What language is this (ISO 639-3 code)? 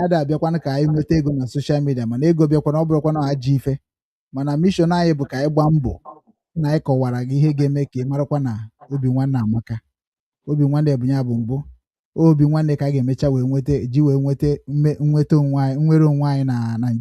ibo